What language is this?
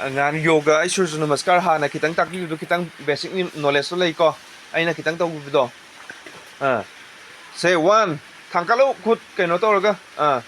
Manipuri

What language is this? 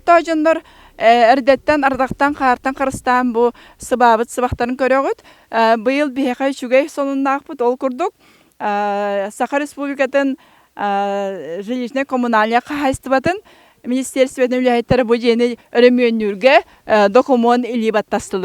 Yakut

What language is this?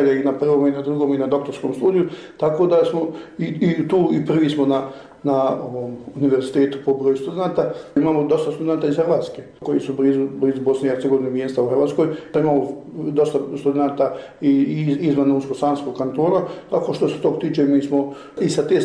Bosnian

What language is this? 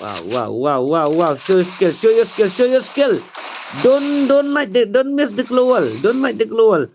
Khasi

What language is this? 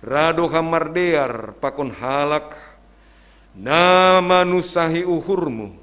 Batak Simalungun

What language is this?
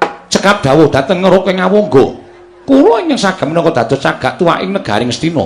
Javanese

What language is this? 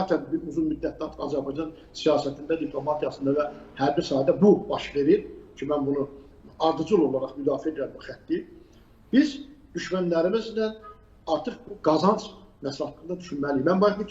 Azerbaijani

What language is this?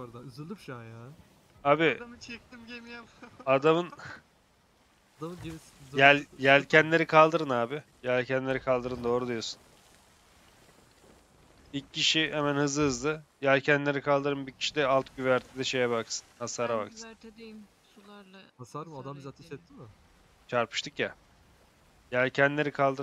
Turkish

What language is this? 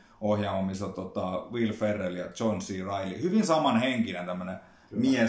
Finnish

